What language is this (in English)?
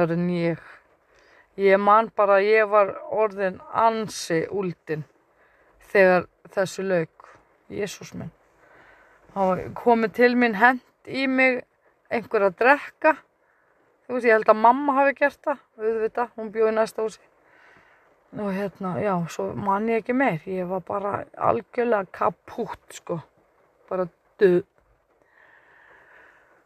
Icelandic